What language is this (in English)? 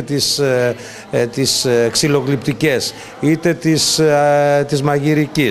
Greek